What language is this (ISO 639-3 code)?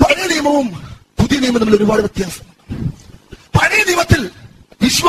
mal